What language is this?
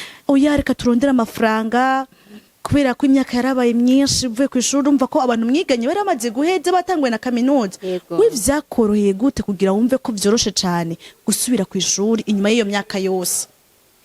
Rundi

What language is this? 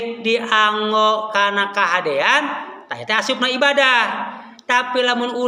Sundanese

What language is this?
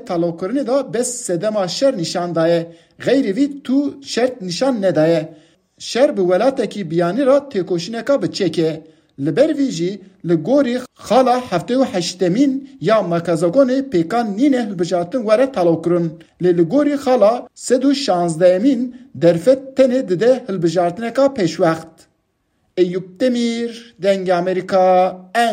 Kurdish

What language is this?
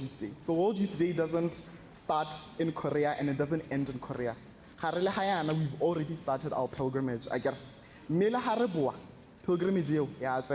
Tswana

